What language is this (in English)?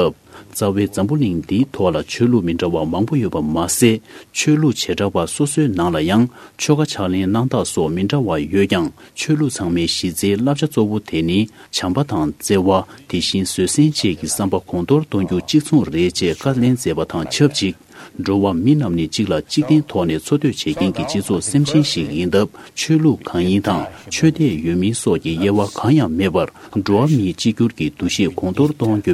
Tibetan